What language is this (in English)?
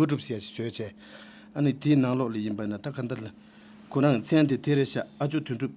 Tibetan